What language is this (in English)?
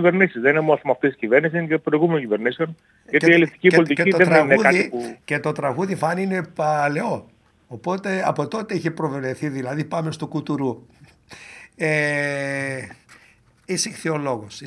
Greek